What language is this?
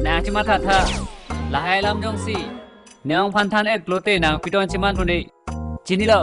Karbi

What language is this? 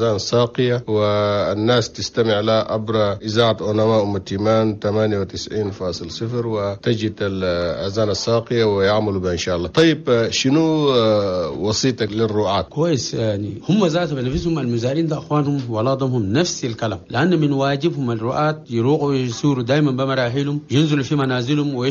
Chadian Arabic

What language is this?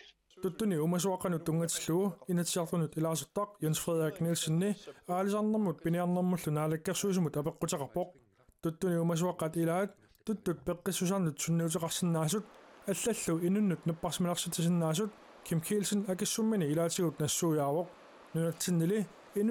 Kalaallisut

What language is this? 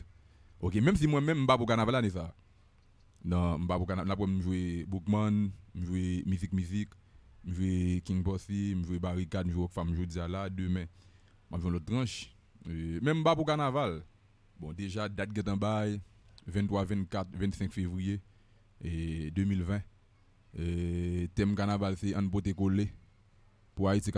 Haitian Creole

